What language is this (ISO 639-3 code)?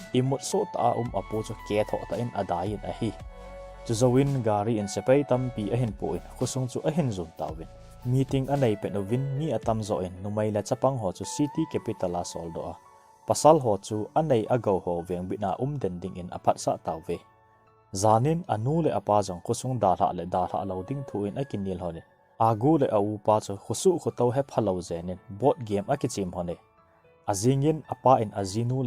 tcz